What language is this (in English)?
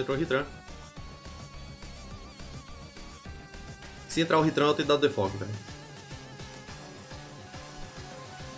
Portuguese